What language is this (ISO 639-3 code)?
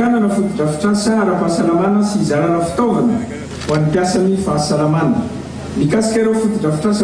mlg